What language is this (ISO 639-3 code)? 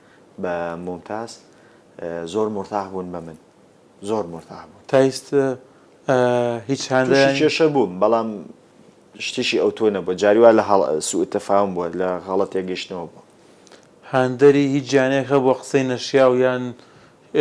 ckb